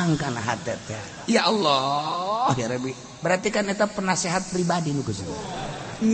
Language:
Sundanese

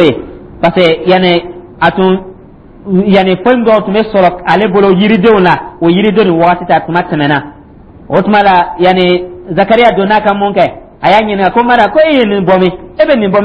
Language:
Dyula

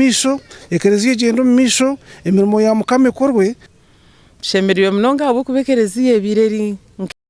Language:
Nyankole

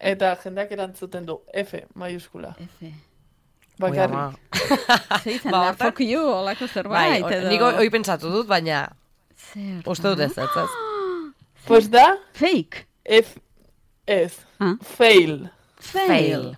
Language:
Basque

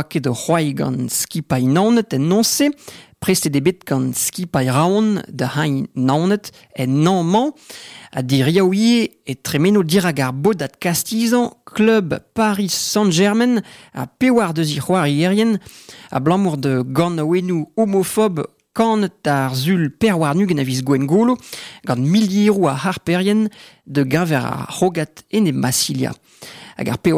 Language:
Breton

